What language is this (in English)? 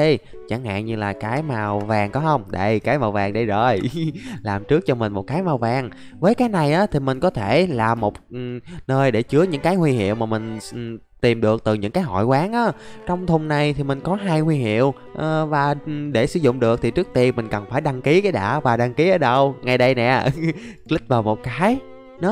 Vietnamese